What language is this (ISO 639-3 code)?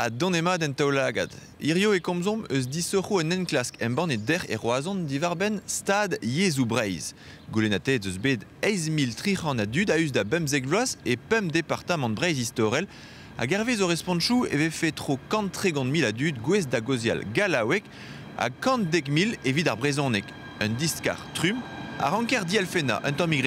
bre